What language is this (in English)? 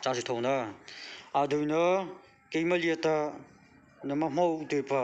Mara Chin